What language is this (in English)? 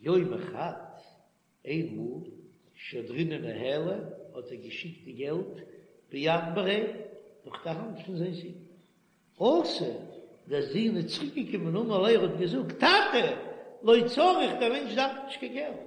Yiddish